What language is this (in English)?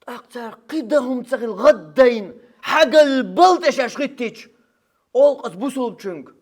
Chechen